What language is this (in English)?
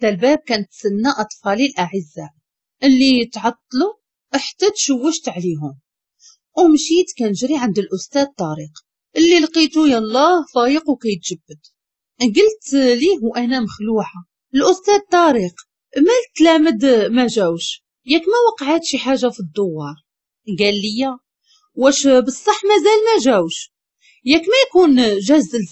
Moroccan Arabic